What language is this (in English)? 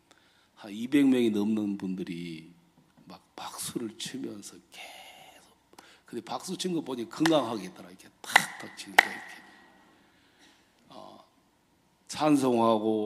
Korean